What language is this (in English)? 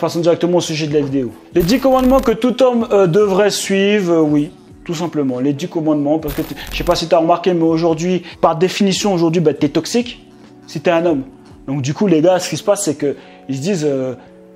French